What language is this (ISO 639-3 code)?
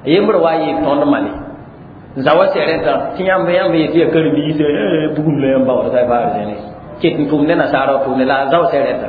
mos